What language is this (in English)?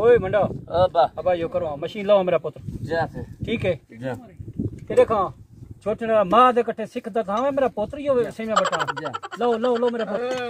Saraiki